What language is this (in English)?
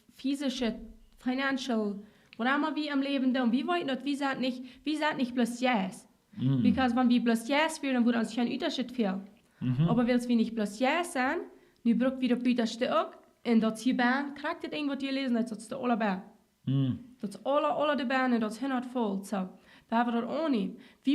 Plautdietsch